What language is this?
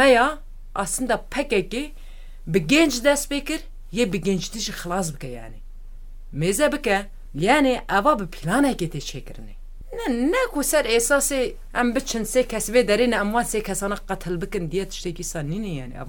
Kurdish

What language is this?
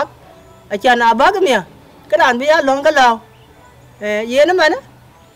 Dinka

